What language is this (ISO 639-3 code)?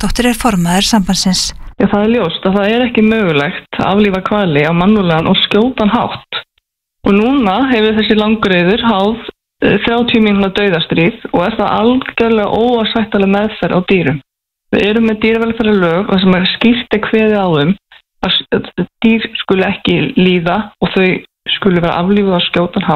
isl